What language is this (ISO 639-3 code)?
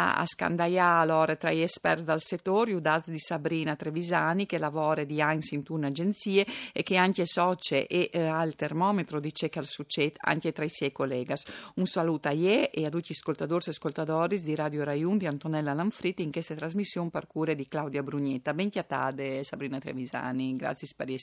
fur